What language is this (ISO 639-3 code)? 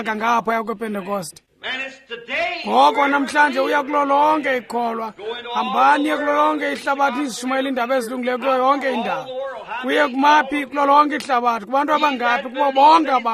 xho